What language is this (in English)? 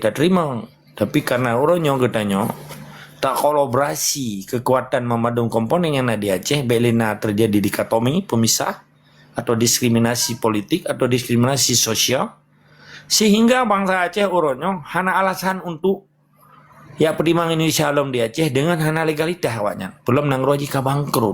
Achinese